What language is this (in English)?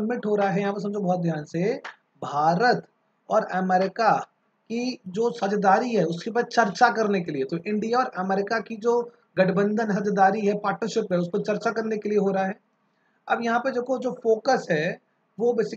Hindi